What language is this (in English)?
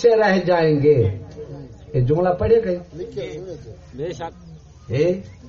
Saraiki